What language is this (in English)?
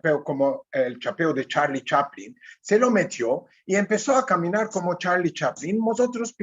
Ladino